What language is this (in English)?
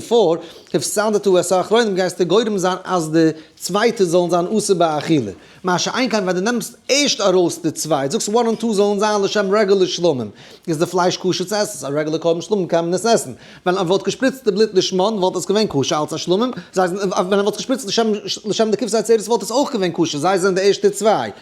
Yiddish